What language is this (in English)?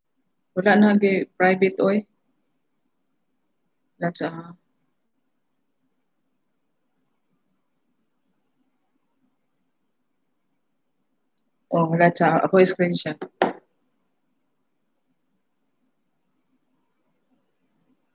Filipino